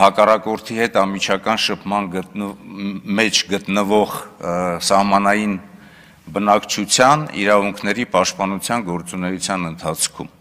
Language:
Armenian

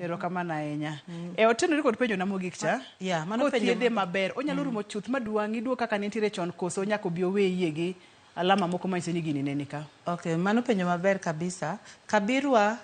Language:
Luo (Kenya and Tanzania)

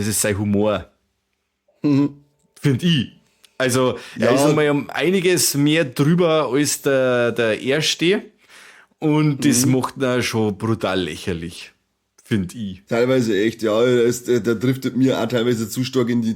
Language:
Bavarian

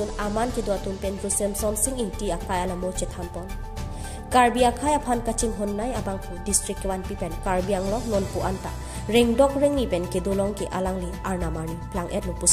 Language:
Karbi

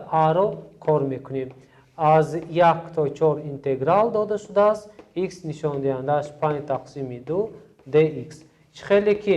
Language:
Tajik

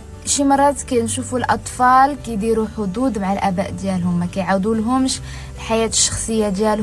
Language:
Moroccan Arabic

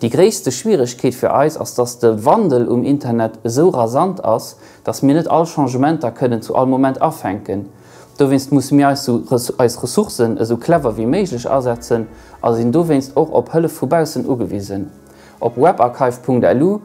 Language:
Luxembourgish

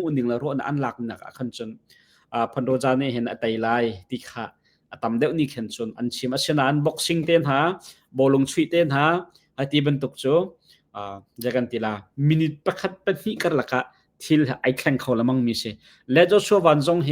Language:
Hakha Chin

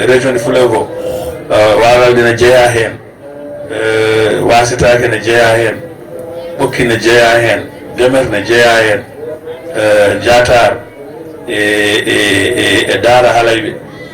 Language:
Fula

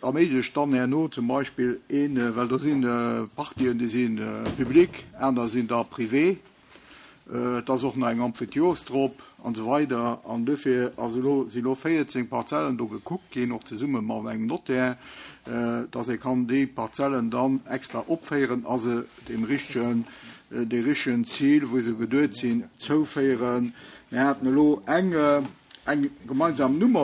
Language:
Luxembourgish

